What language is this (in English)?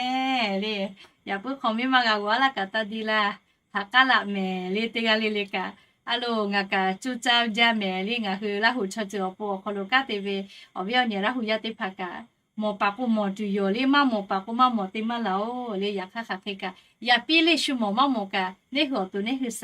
Lahu